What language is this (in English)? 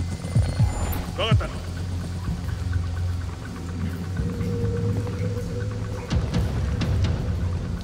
Japanese